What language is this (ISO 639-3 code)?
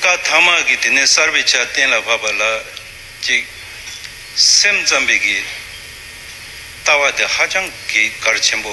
bod